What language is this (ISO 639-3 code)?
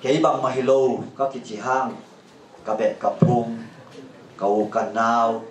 ctd